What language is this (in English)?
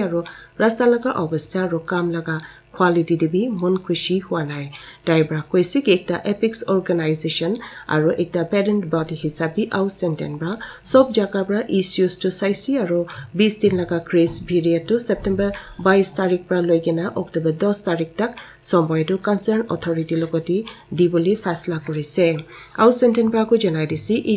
Naga Pidgin